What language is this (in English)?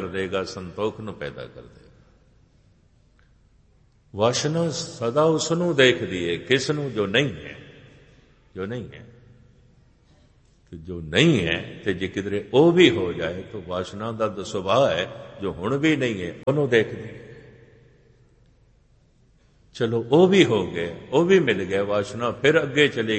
Punjabi